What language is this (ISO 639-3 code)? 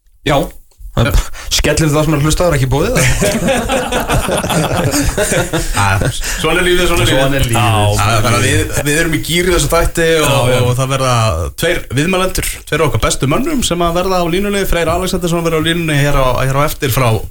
isl